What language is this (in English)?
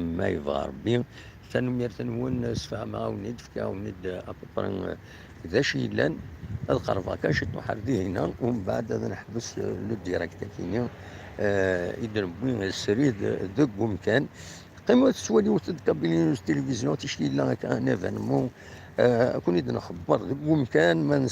Kabyle